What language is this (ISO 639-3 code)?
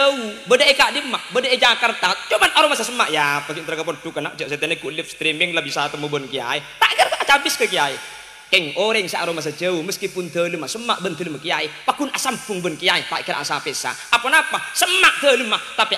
mad